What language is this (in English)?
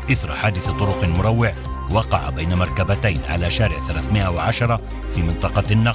Arabic